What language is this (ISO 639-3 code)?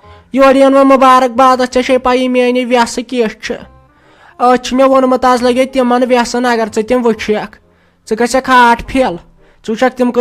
kas